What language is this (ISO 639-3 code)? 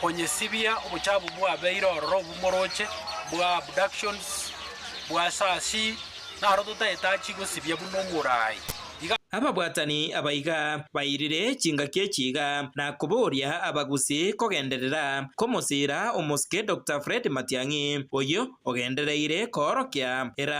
guz